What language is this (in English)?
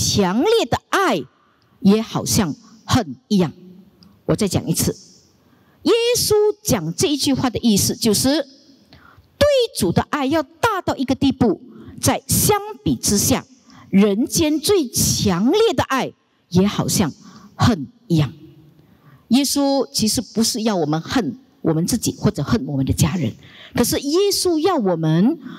Chinese